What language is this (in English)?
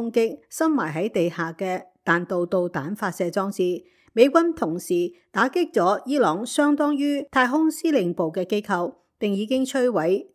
Cantonese